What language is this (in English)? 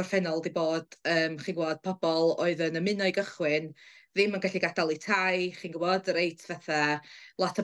Welsh